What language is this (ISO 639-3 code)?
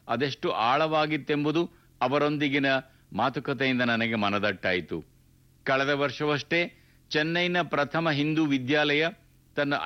kan